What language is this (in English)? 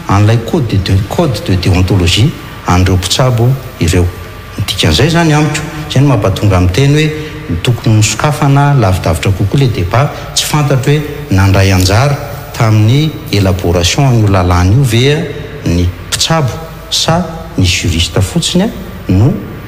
Malagasy